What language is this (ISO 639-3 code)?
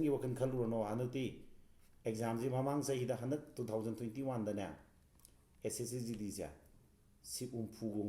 mni